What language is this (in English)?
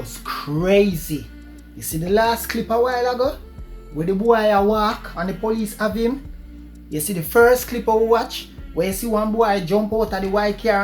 Jamaican Creole English